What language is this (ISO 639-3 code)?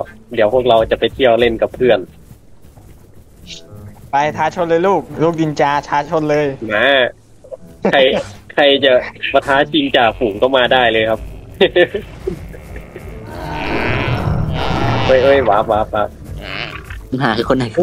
tha